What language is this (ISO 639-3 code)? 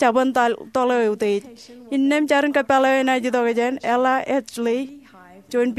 mah